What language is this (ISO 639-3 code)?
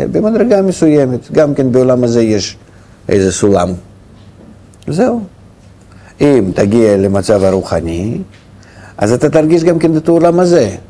heb